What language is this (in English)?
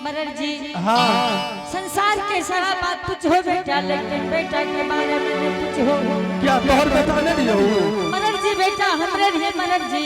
Angika